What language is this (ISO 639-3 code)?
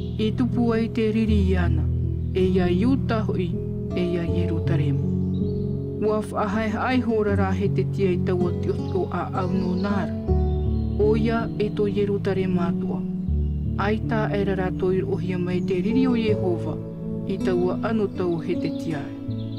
tah